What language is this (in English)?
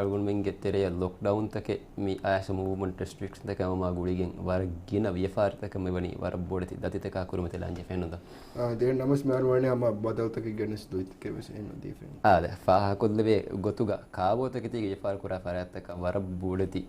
Divehi